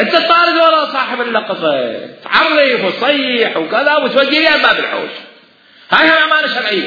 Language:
Mesopotamian Arabic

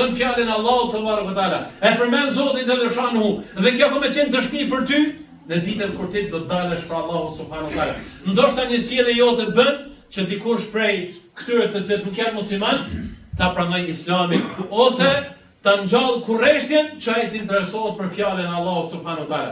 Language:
Albanian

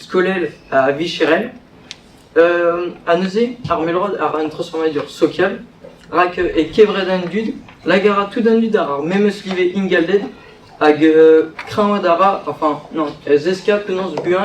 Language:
Breton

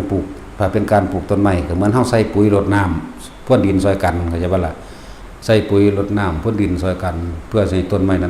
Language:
Northeastern Thai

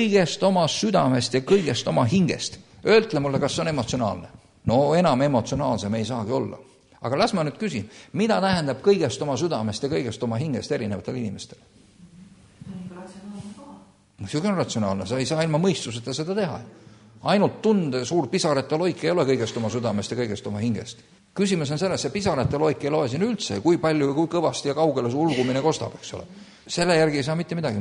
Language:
Estonian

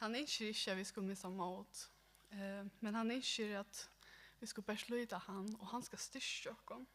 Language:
Faroese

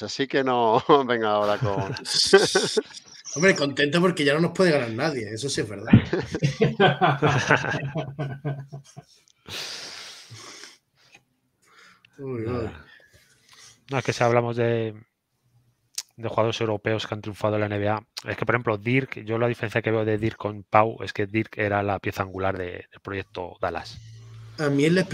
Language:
Spanish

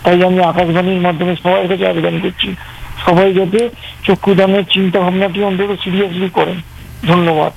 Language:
Bangla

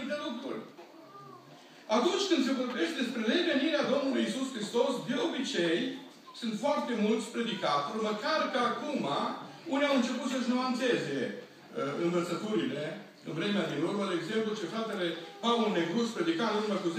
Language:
Romanian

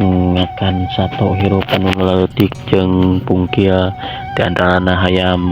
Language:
Sundanese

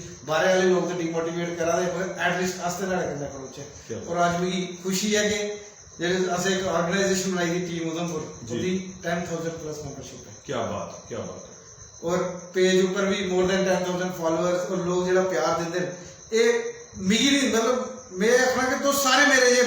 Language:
Dogri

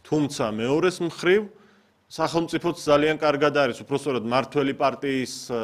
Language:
Georgian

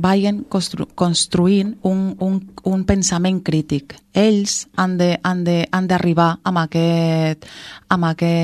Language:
Catalan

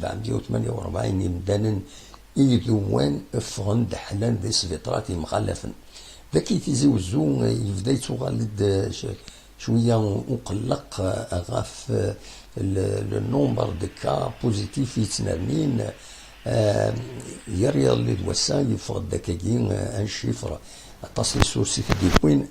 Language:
Kabyle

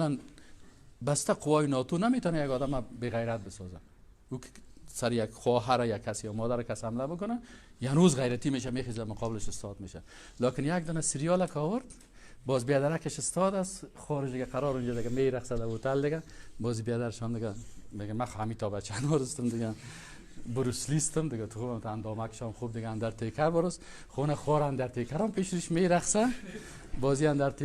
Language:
Persian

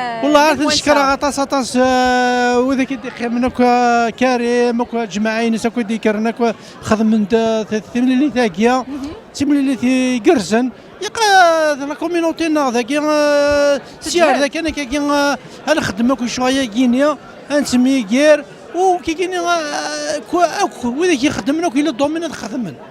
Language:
Kabyle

